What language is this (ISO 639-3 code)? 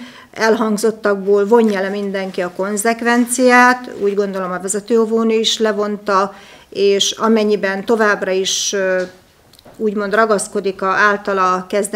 hun